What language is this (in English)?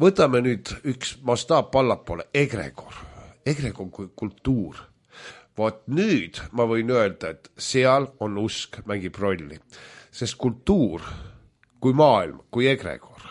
Estonian